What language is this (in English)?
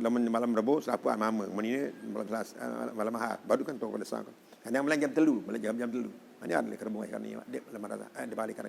Sasak